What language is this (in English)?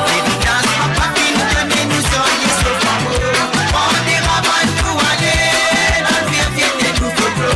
Morisyen